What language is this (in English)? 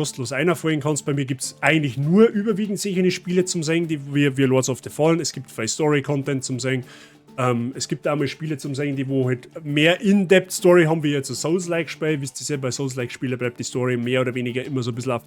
Bavarian